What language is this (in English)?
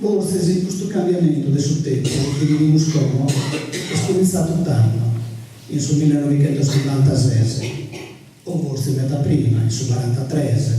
Sardinian